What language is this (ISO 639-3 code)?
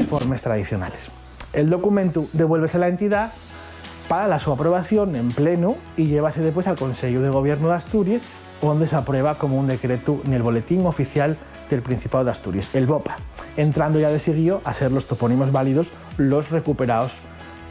ast